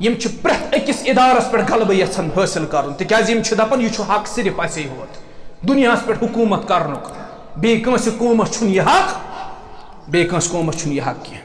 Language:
Kashmiri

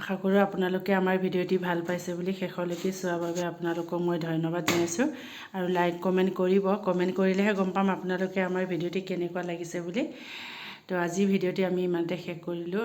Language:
Assamese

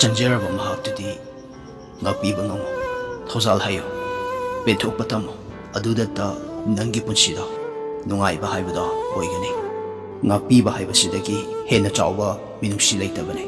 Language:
Manipuri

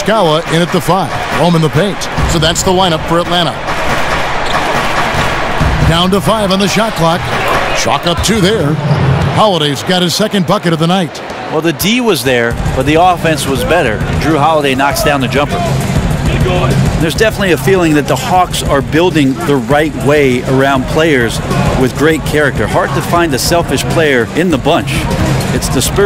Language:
English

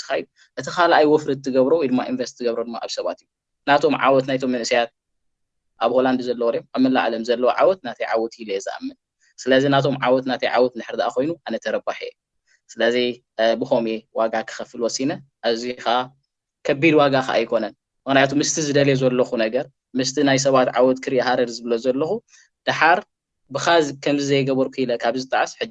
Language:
Tigrinya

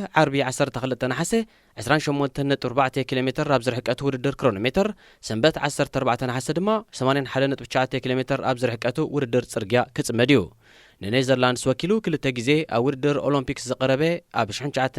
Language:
Tigrinya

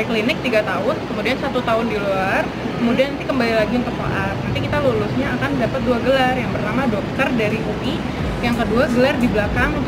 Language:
Indonesian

